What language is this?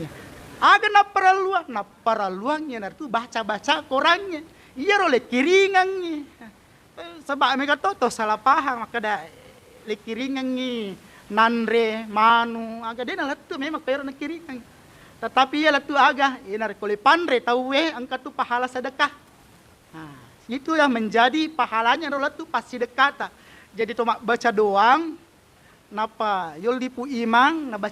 Buginese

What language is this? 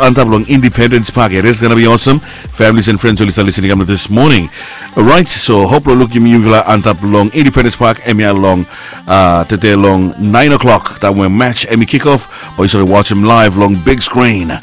Bislama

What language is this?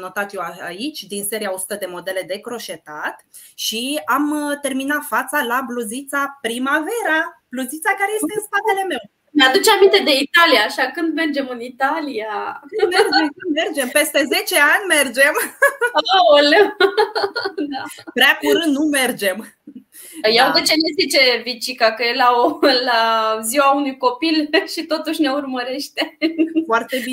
Romanian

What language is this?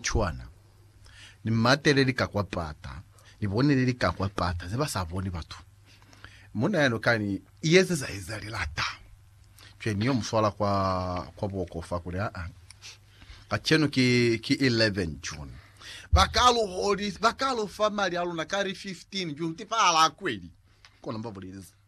Lozi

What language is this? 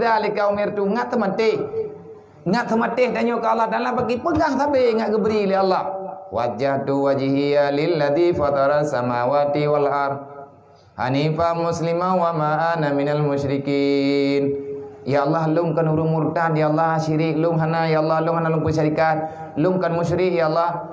Achinese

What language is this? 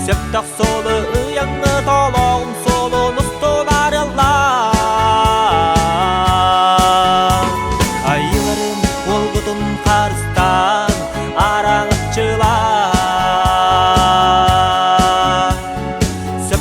Yakut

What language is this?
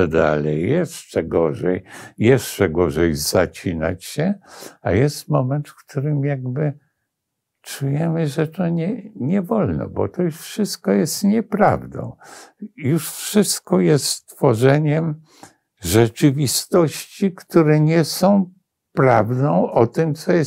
Polish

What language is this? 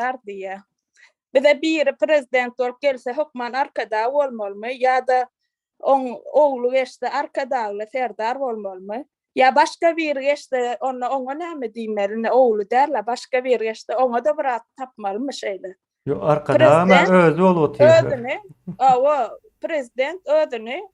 Turkmen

